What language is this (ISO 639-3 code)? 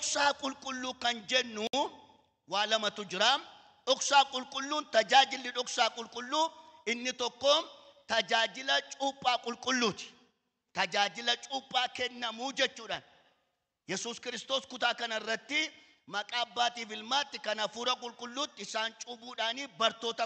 orm